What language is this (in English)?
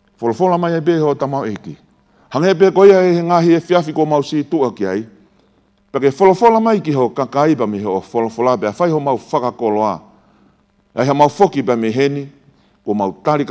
Tongan